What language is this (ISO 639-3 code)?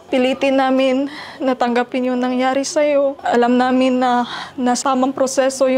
fil